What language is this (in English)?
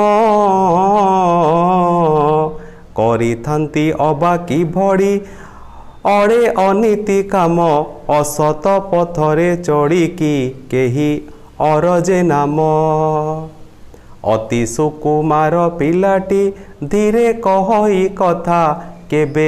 Odia